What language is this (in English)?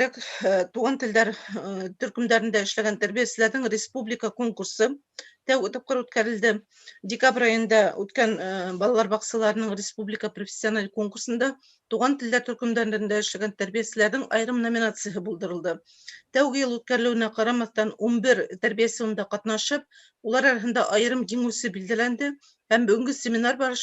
Bashkir